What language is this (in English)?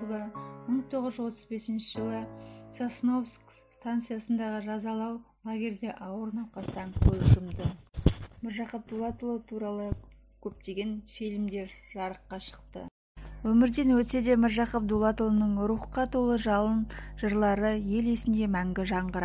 Kazakh